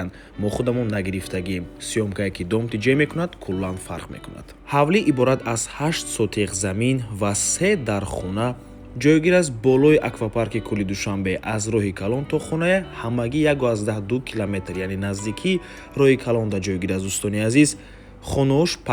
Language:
Tajik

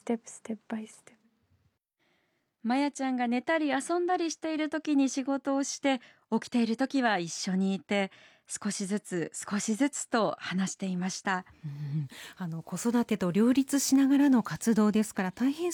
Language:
Japanese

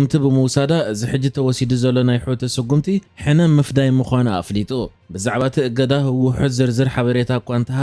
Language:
Tigrinya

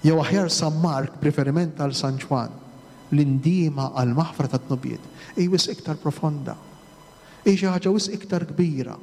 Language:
Maltese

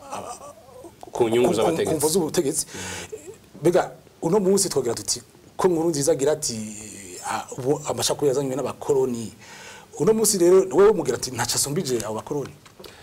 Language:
Rundi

